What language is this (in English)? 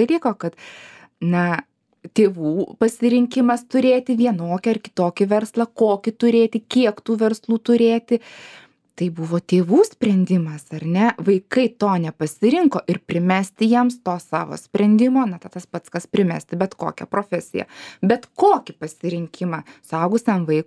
Lithuanian